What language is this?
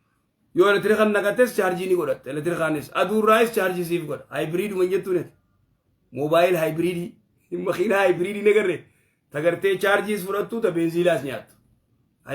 Oromo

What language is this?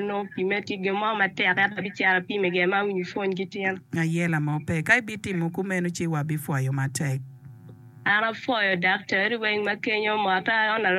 Acoli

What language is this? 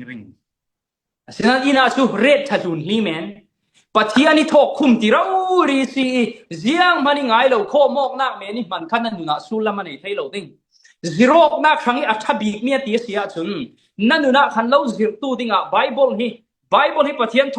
Falam Chin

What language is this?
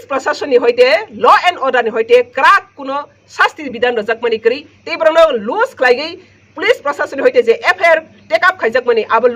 Kok Borok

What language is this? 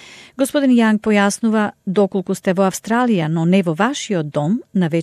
Macedonian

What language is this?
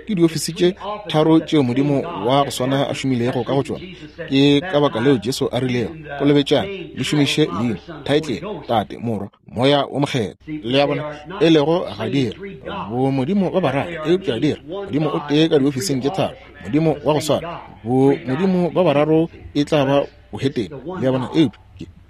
Northern Sotho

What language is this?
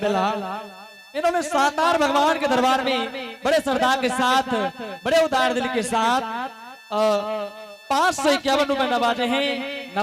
Angika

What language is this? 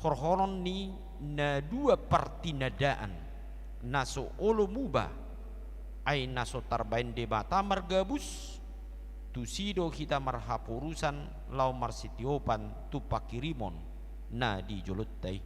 Batak Toba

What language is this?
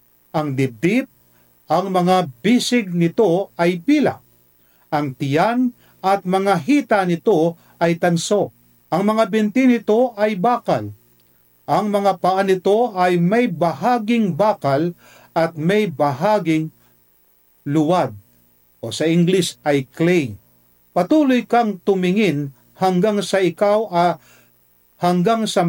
Filipino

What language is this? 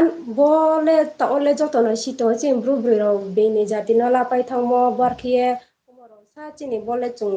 Riang (India)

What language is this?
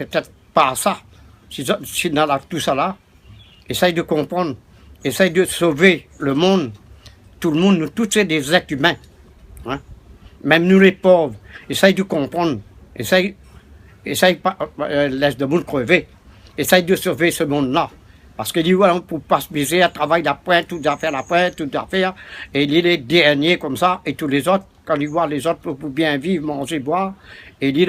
Réunion Creole French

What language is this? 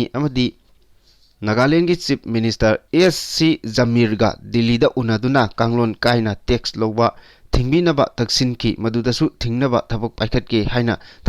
Manipuri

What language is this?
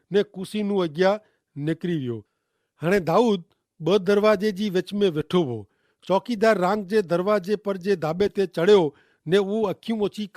Kachhi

